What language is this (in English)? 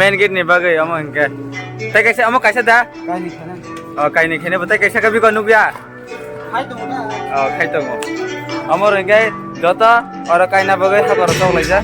Kok Borok